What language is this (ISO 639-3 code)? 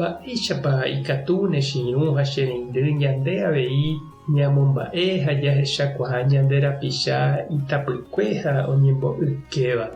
grn